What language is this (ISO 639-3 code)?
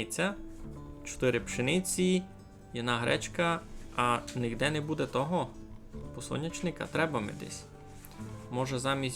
rue